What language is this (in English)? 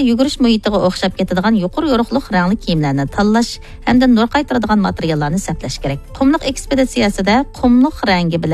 Uyghur